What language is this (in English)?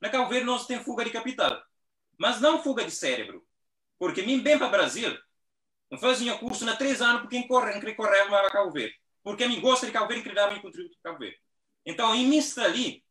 Kabuverdianu